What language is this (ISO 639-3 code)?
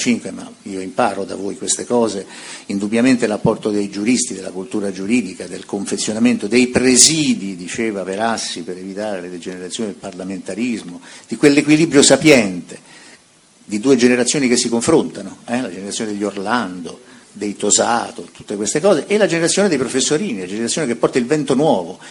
ita